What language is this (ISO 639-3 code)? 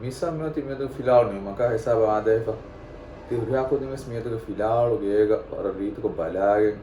div